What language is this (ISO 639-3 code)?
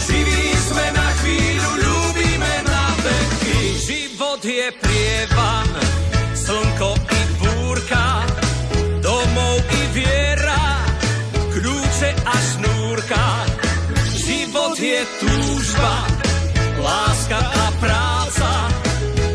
slk